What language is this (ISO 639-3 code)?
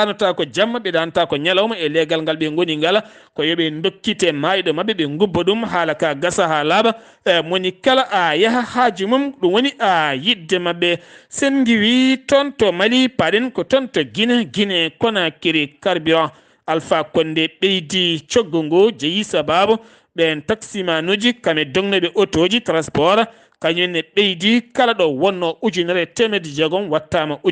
ful